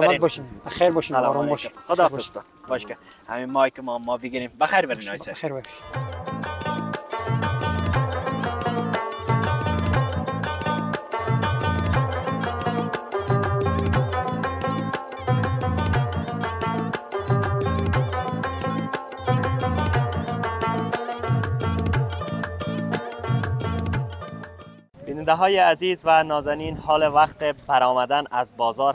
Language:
Persian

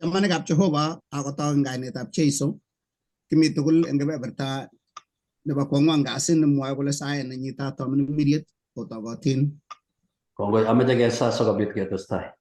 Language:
Kalenjin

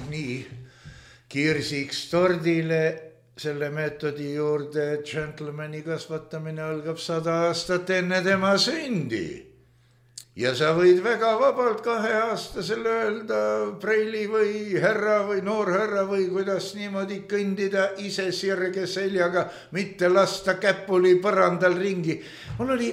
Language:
Estonian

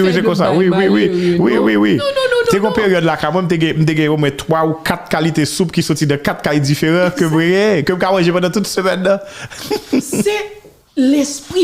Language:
Haitian Creole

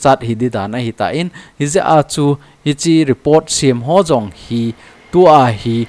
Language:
Thado Chin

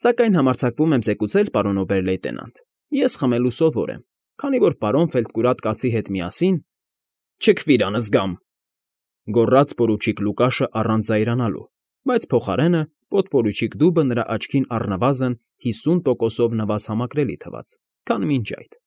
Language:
Armenian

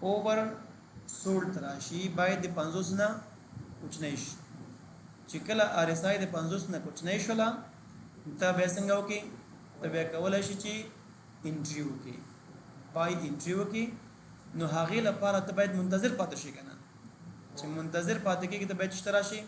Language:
Pashto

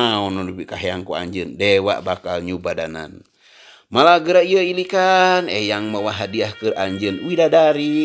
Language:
Sundanese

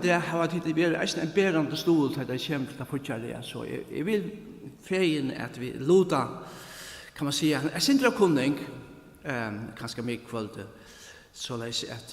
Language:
Faroese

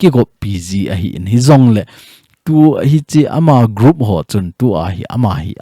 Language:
Thado Chin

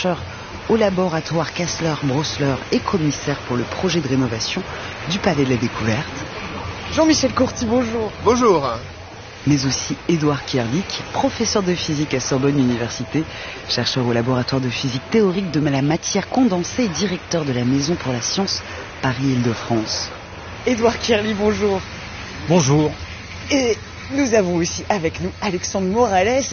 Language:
French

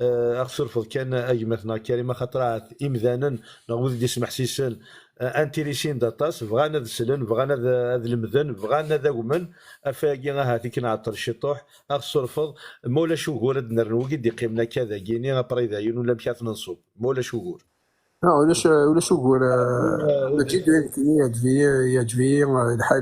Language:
Kabyle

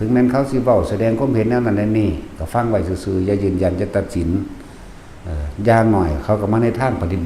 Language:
Lao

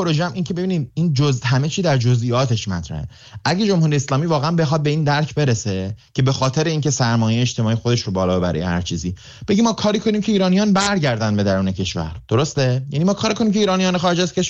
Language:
Persian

